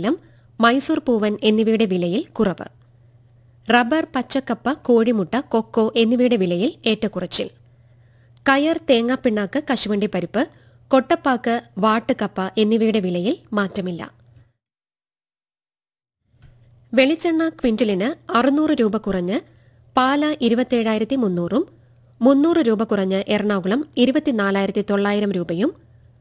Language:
Malayalam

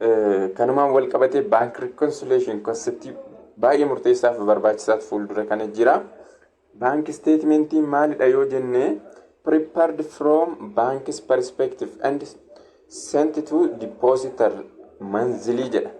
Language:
Oromo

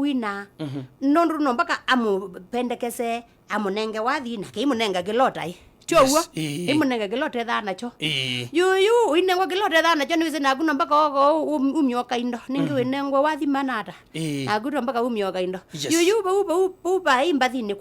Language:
Kamba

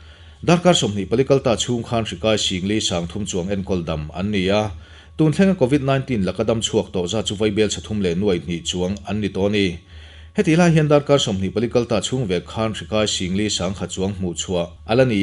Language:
Mizo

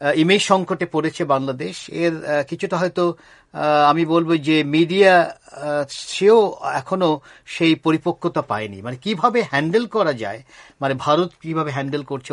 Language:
Bangla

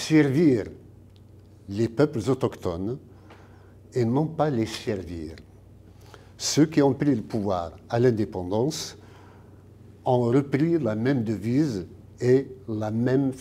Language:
French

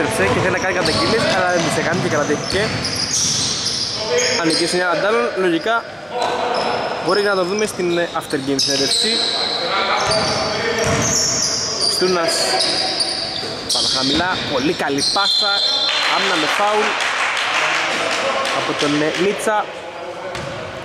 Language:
Greek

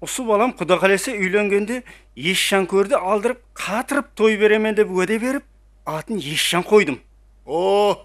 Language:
Kara-Kalpak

